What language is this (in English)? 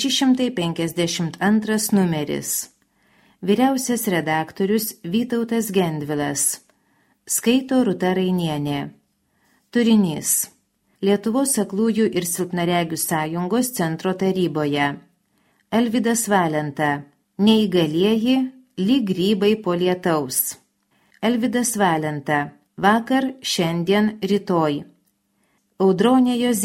Lithuanian